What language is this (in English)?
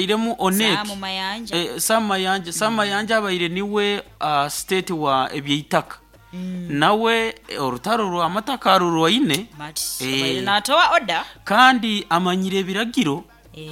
Nyoro